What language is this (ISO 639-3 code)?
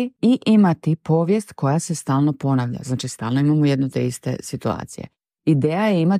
hrv